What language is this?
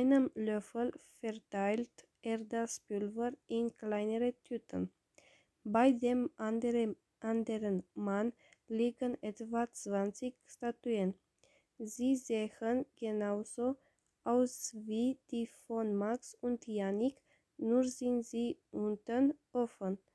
German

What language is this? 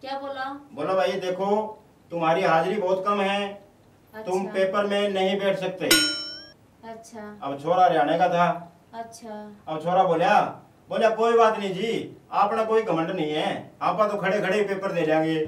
Haryanvi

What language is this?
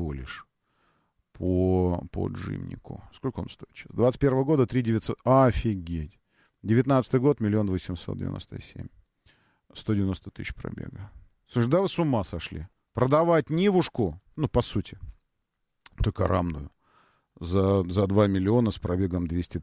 Russian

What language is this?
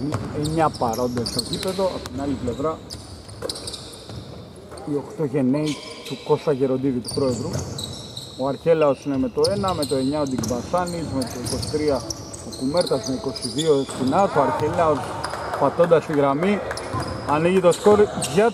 Greek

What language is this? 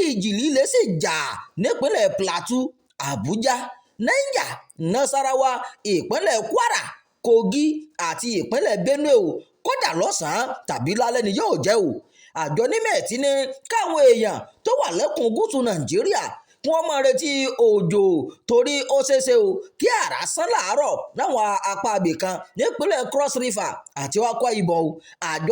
Yoruba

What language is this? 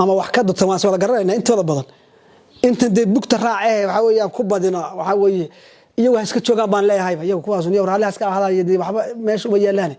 Somali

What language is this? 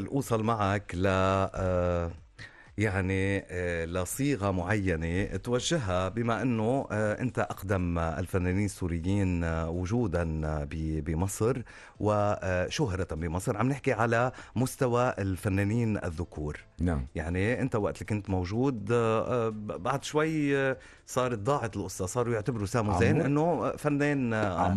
North Levantine Arabic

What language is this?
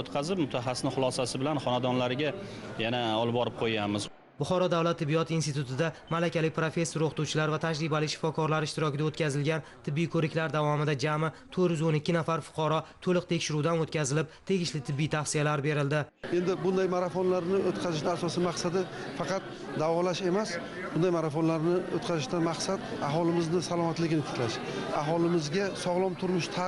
Uzbek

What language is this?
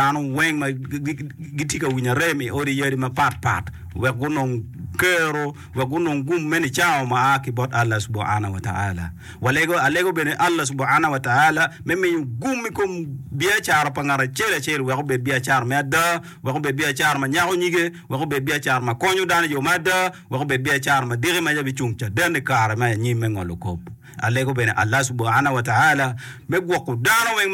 Acoli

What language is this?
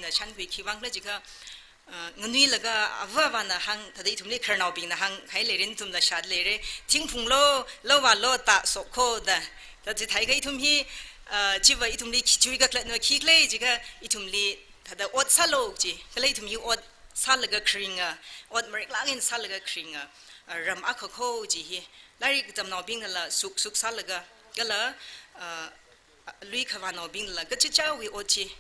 Tangkhul Naga (India)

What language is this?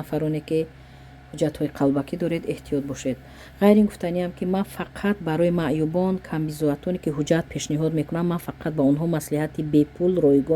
Tajik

